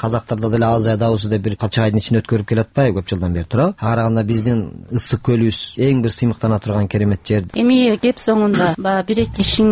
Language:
Kyrgyz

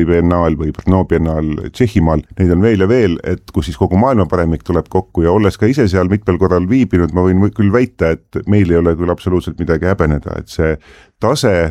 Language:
Estonian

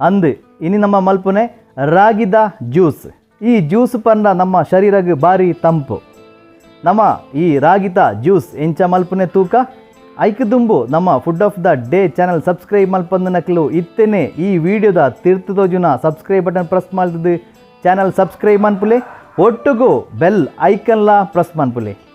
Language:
Tulu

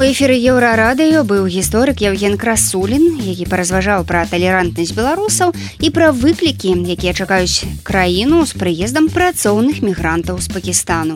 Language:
Belarusian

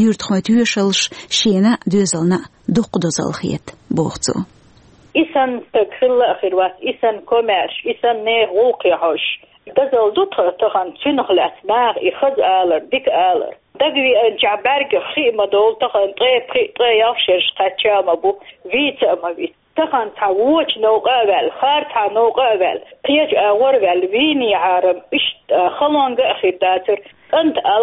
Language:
Chechen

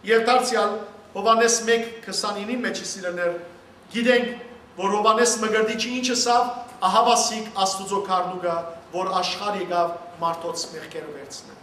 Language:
Western Armenian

